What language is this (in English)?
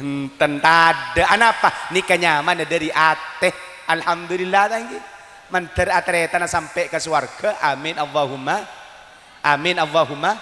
Madurese